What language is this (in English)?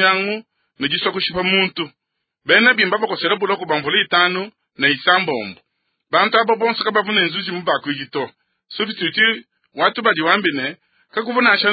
Luba-Lulua